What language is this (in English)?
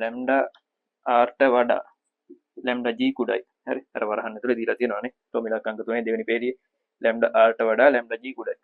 Sinhala